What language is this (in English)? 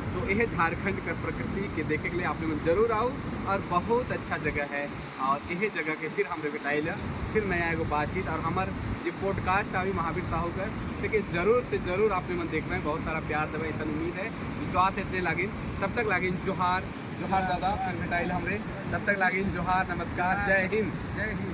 Sadri